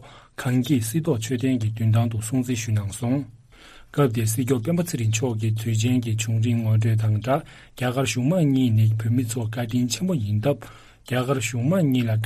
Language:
Tibetan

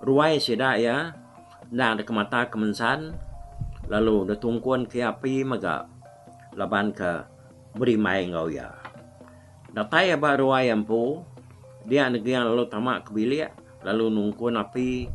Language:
Iban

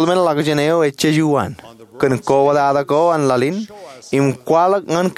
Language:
Marshallese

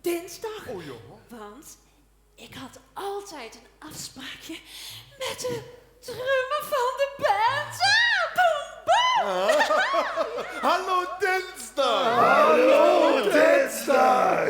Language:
Limburgish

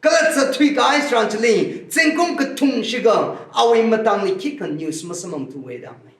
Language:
Tangkhul Naga (India)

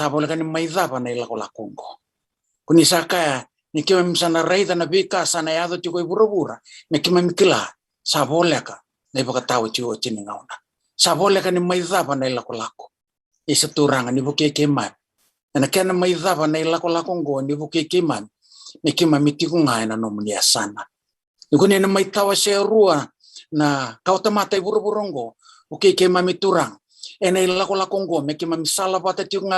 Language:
Fijian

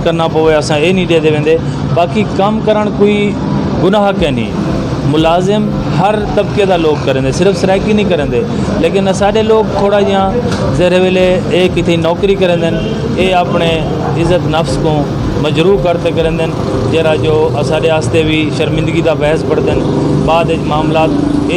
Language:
Saraiki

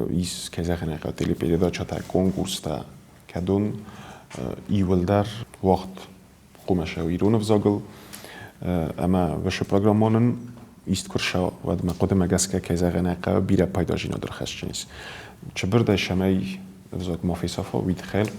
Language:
Ossetic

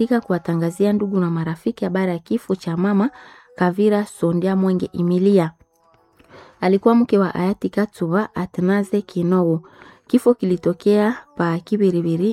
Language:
Swahili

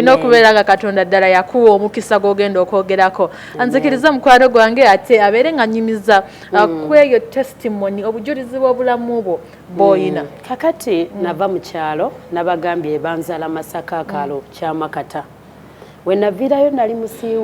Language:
Ganda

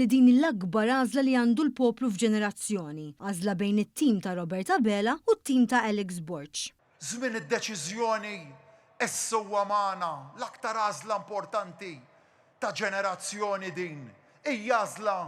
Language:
Maltese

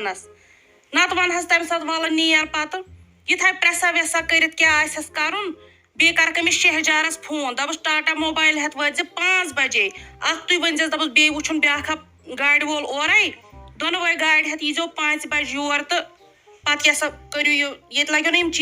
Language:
Kashmiri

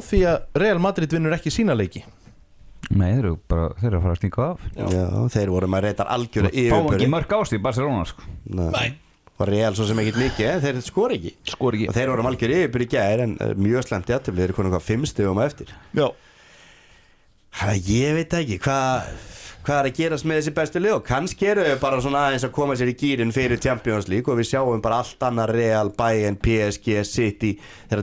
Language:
Icelandic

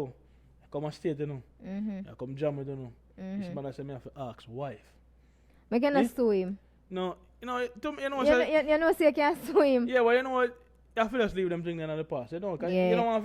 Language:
Jamaican Creole English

